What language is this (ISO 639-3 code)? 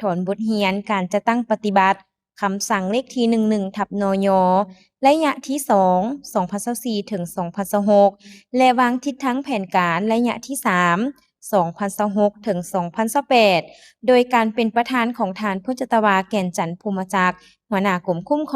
lao